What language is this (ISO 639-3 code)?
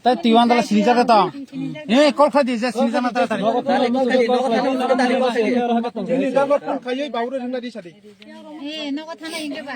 trp